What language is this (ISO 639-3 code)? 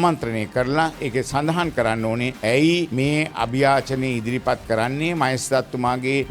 sin